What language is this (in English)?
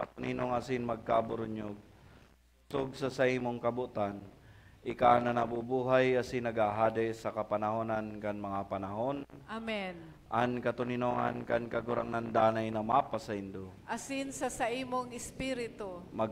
Bikol